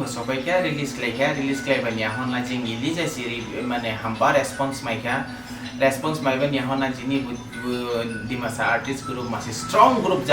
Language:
Dimasa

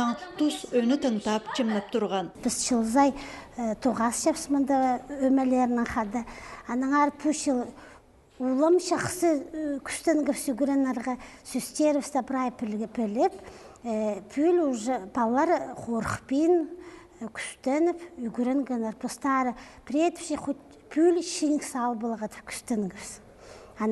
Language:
Khakas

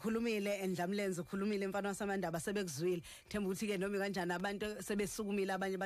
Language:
Zulu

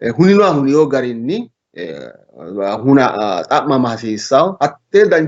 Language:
Sidamo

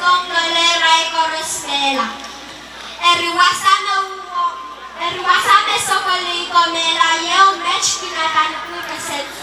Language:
Pohnpeian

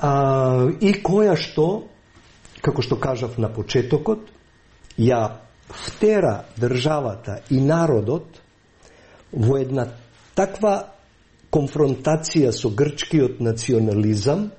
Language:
Macedonian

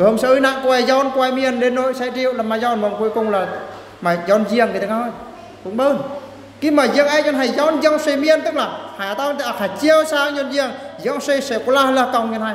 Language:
Eastern Bru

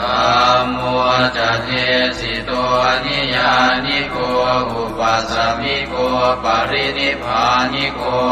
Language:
Pali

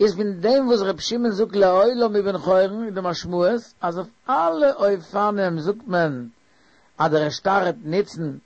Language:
Yiddish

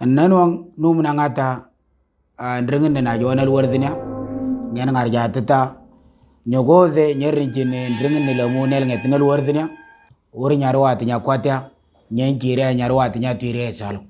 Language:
Moro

